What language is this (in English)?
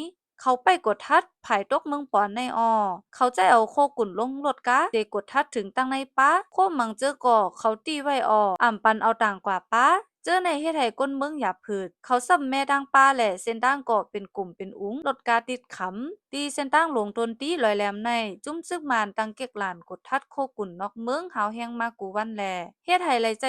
Shan